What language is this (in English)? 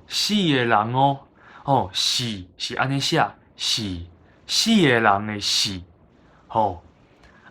Min Nan Chinese